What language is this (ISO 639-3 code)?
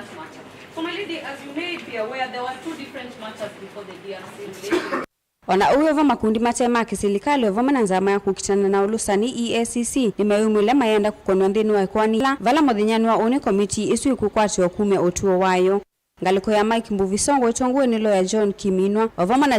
kam